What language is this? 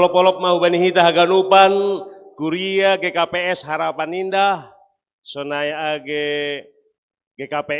Batak Simalungun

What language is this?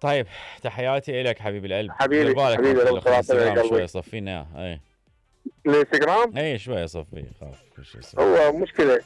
Mesopotamian Arabic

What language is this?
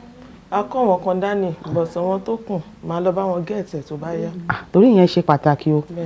Yoruba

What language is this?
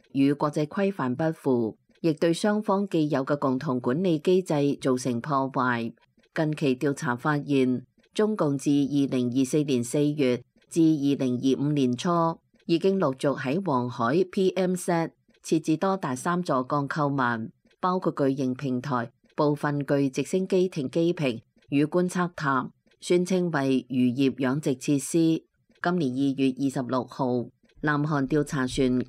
Cantonese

